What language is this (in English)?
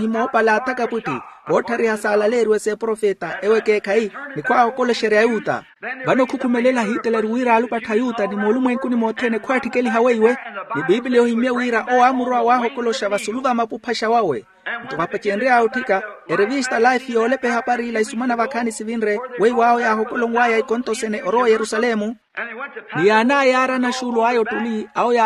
Makhuwa